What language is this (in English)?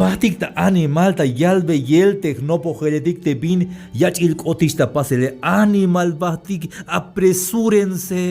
Tzeltal